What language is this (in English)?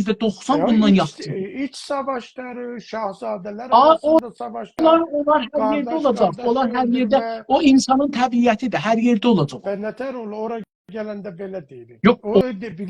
South Azerbaijani